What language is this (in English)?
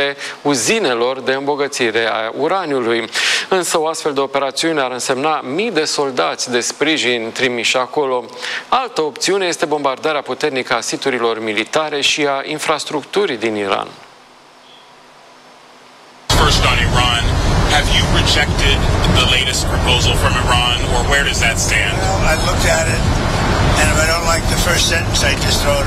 Romanian